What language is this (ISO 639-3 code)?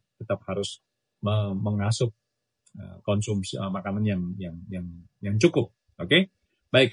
ind